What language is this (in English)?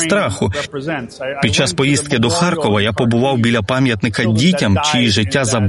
Ukrainian